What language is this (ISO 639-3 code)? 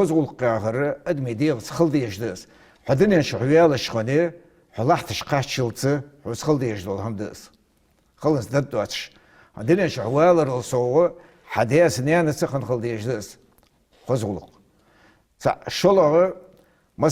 inh